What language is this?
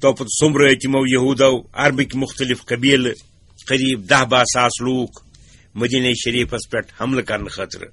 Kashmiri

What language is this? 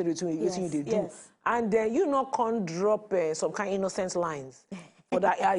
Nigerian Pidgin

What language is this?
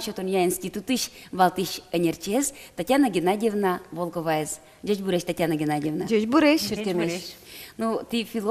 Udmurt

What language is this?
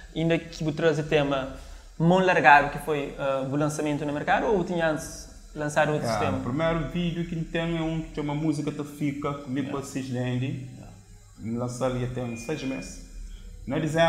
Kabuverdianu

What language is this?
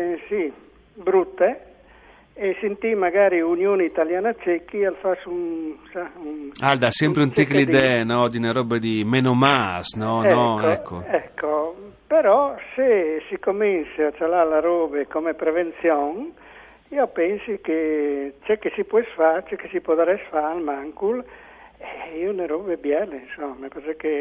Friulian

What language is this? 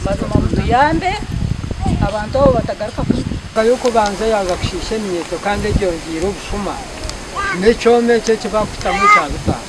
Nyankole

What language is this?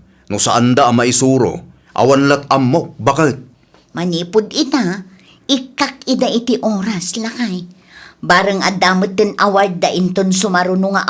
Iloko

